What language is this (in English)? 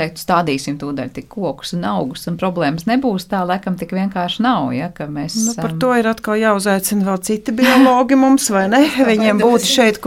Latvian